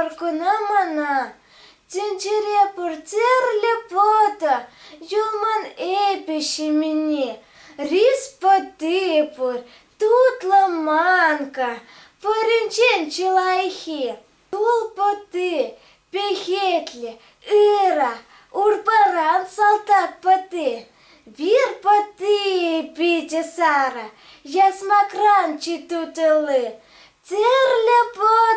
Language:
Chuvash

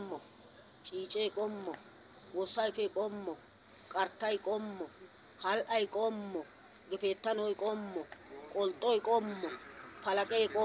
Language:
Wolaytta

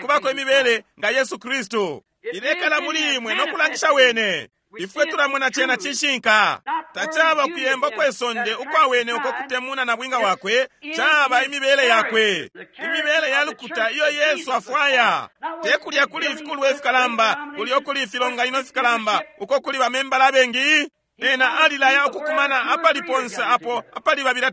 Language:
Bemba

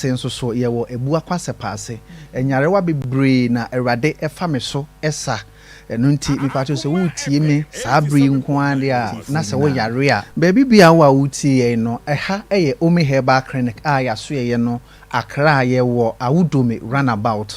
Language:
Akan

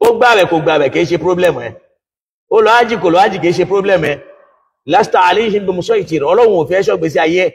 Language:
Yoruba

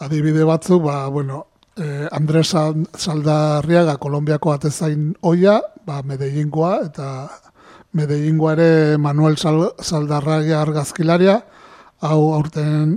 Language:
Basque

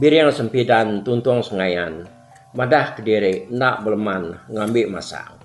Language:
Iban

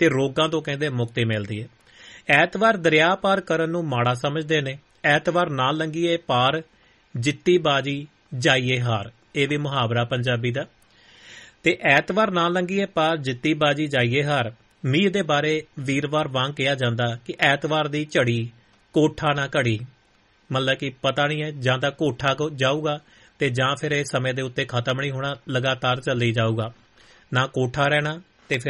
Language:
Punjabi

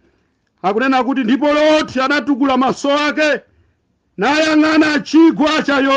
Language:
Nyanja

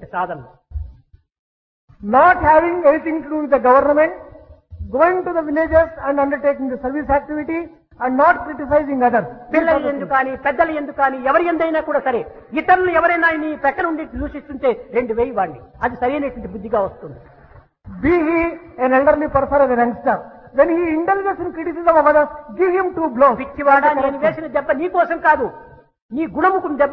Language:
Telugu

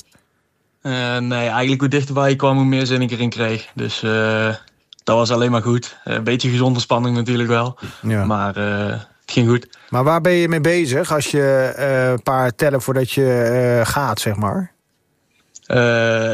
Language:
Dutch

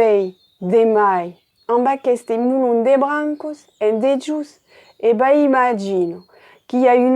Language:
Occitan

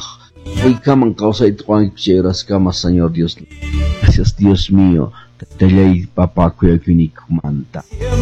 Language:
Quechua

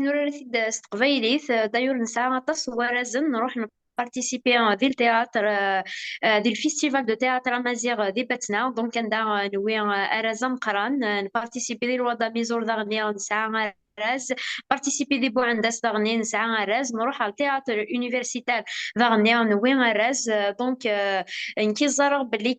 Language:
Kabyle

